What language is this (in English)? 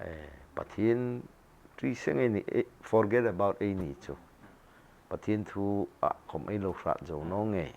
Hmar